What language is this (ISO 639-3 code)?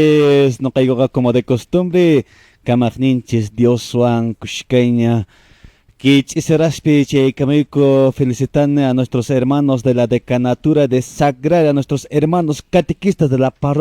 que